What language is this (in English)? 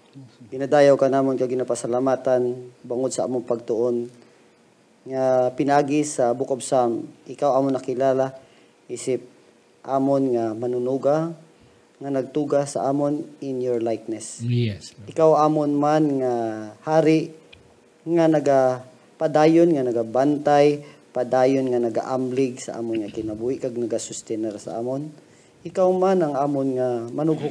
Hiligaynon